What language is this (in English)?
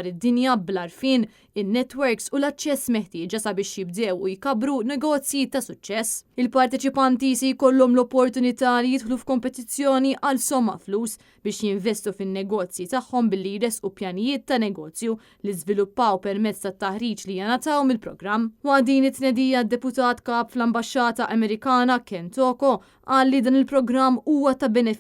Maltese